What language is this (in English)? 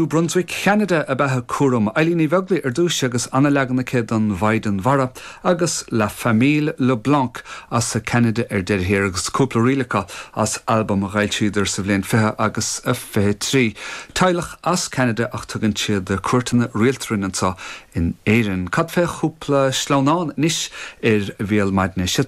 Irish